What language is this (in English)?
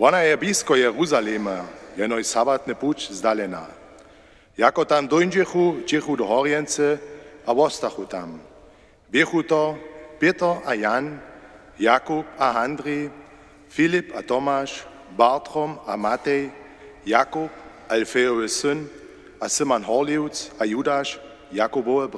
Upper Sorbian